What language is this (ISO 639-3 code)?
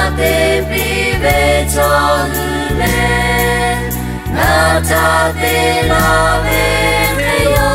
lhu